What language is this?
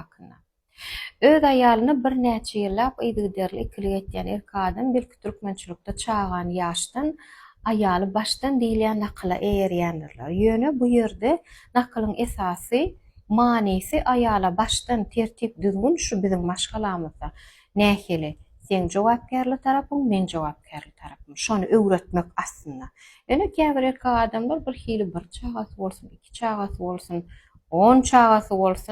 Turkmen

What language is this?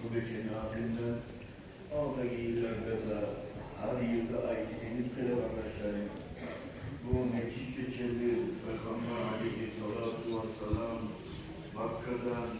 Kumyk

